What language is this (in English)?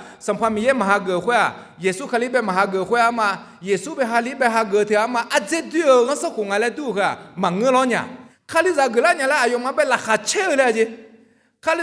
Akha